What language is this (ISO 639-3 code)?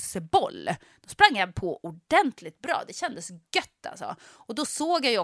swe